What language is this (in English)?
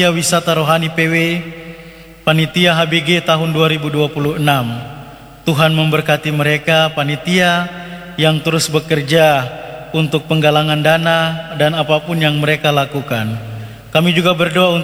Indonesian